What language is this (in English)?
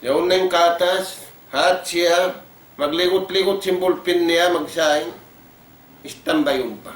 Tausug